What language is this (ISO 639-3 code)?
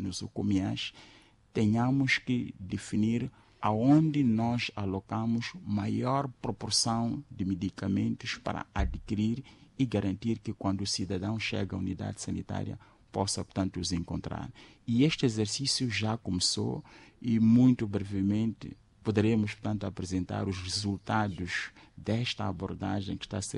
por